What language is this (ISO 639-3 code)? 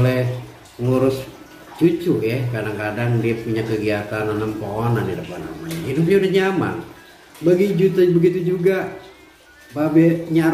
bew